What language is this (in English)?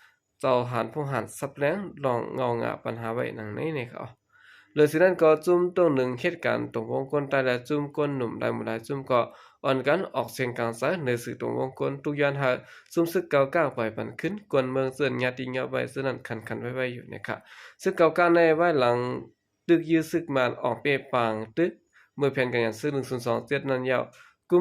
Shan